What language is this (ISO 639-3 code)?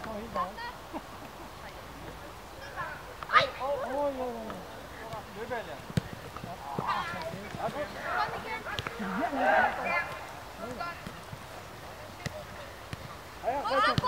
dan